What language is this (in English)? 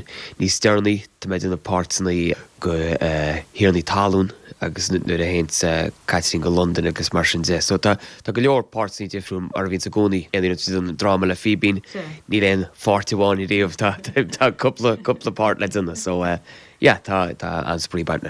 Irish